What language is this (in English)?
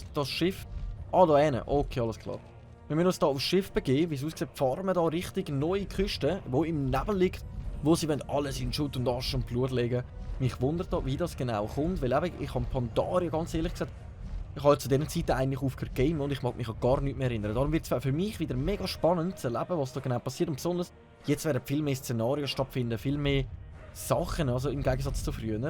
Swiss German